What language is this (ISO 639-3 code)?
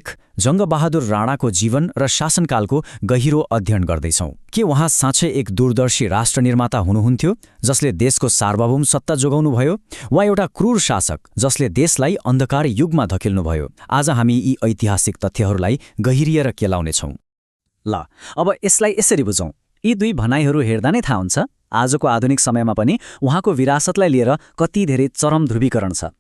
nep